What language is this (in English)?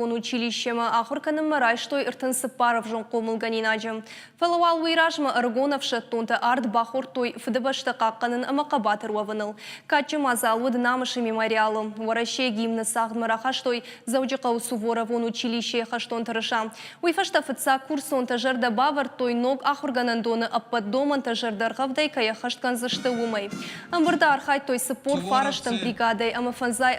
Ossetic